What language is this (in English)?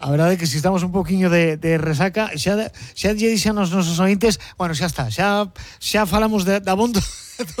Galician